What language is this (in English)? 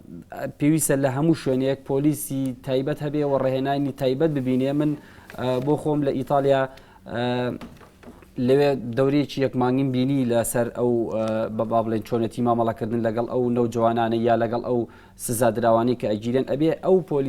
Central Kurdish